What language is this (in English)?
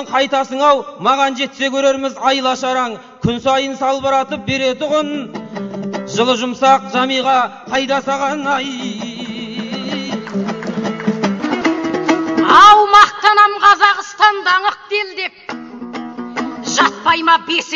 Kazakh